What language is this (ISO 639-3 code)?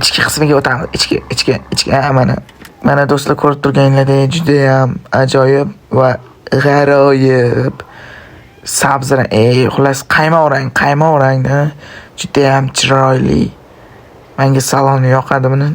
uzb